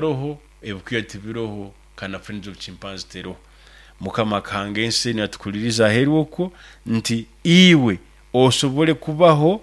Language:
Nyoro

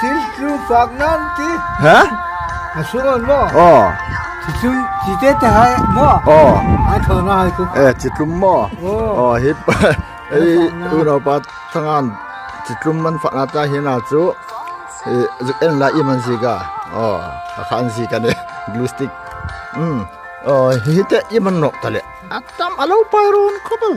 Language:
Hmar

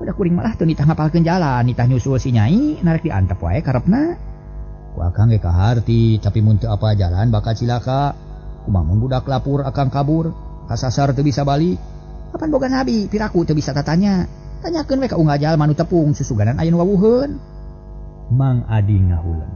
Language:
Sundanese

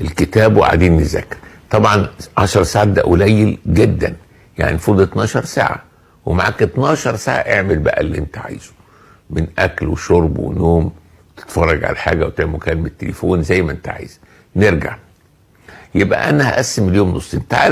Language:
Egyptian Arabic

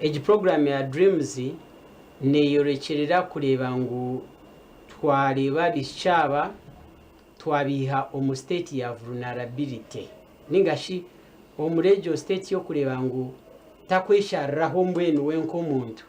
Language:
Nyankole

